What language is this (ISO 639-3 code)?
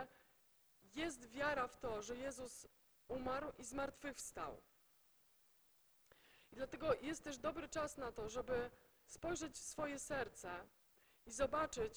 pol